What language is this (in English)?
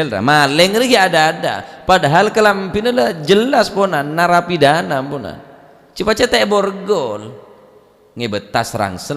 Madurese